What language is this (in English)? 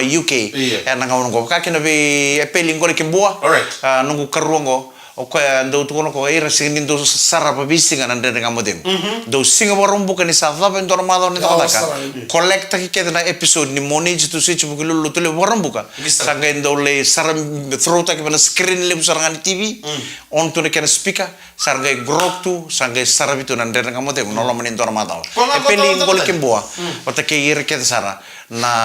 Fijian